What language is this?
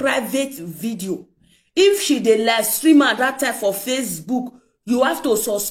Nigerian Pidgin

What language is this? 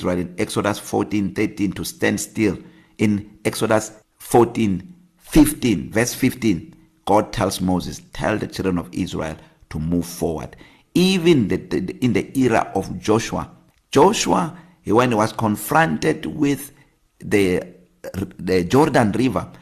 English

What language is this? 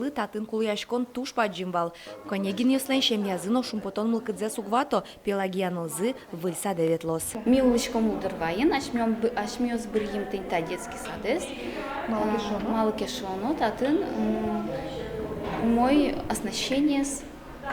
Udmurt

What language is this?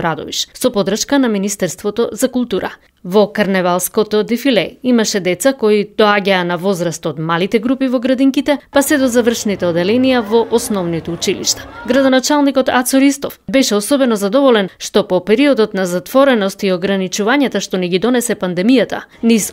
Macedonian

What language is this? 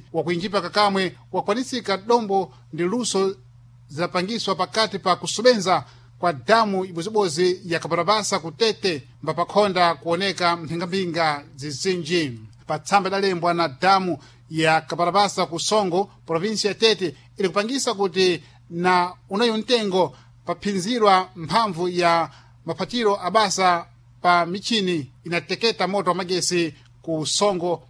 Sena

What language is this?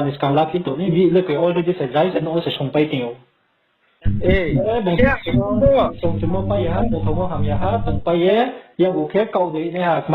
Riang (India)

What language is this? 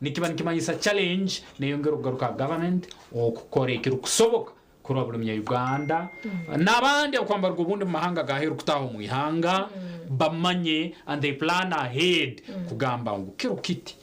Nyankole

